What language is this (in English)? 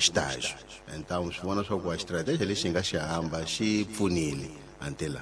Tsonga